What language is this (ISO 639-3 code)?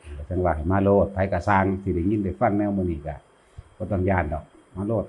lao